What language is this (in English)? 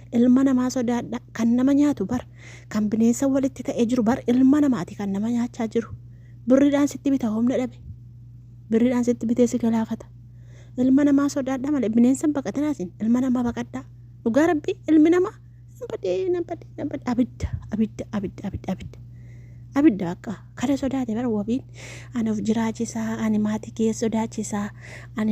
Oromo